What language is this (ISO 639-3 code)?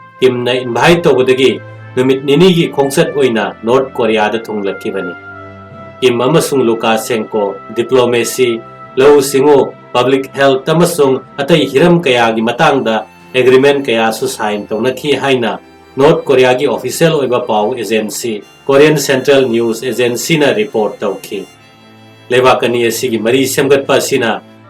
mni